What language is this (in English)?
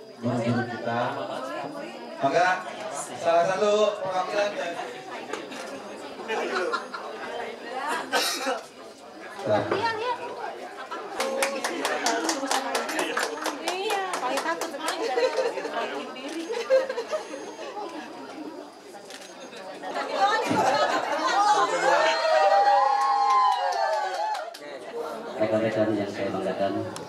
Indonesian